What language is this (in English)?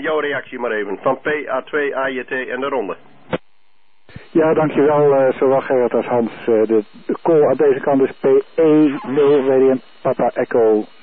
Dutch